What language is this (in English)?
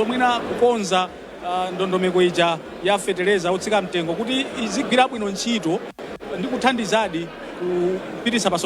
Nyanja